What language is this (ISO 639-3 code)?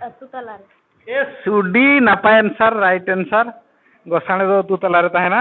sat